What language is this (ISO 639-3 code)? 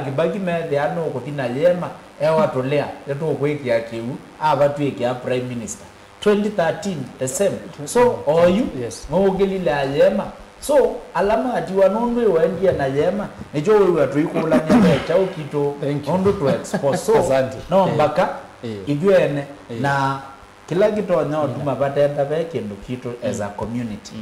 kam